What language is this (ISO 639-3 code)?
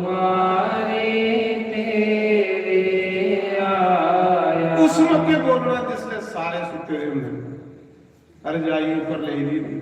doi